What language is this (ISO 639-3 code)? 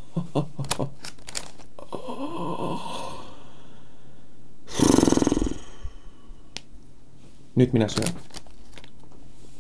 fin